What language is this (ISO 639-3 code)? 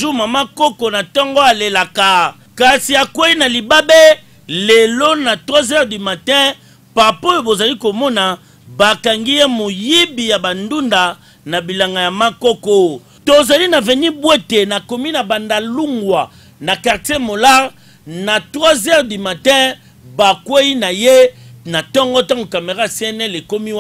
lin